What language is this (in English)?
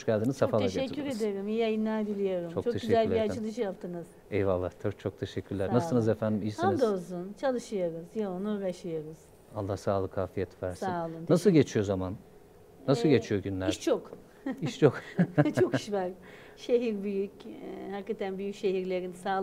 Turkish